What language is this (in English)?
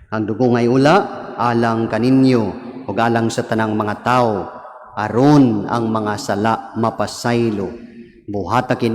Cebuano